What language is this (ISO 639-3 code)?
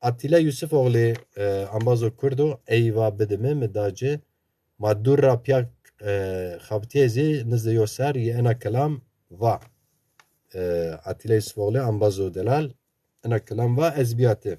zza